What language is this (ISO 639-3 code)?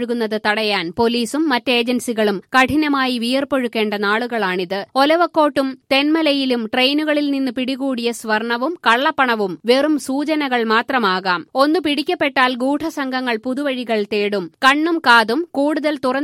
mal